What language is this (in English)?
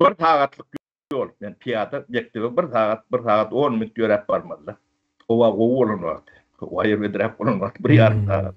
Turkmen